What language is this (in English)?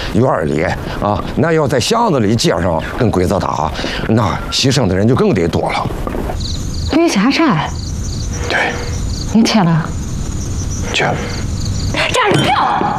Chinese